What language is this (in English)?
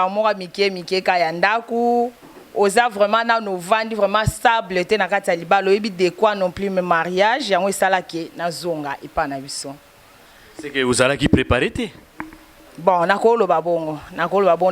Lingala